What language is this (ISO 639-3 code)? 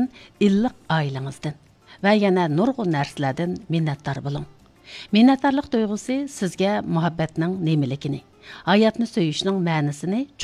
uig